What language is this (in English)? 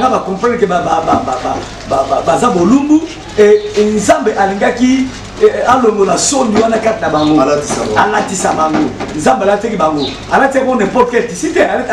Lingala